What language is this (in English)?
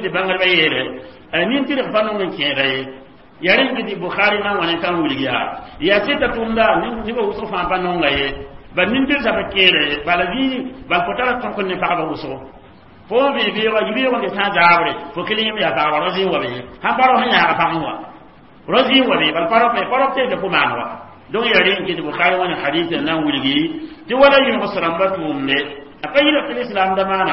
Mossi